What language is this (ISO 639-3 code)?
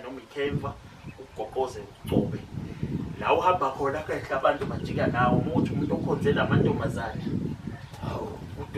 zul